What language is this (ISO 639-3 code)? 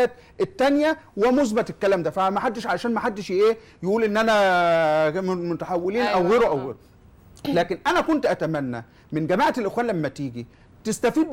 arz